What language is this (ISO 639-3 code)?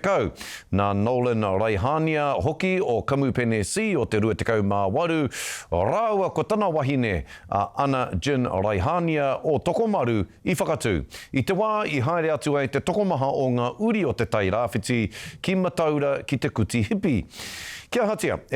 mri